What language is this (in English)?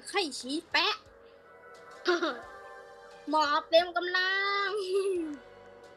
Thai